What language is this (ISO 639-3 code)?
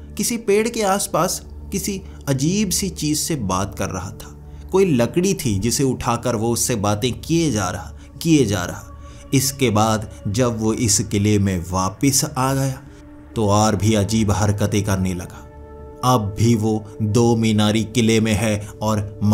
hin